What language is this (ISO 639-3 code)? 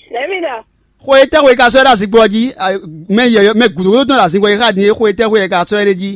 fon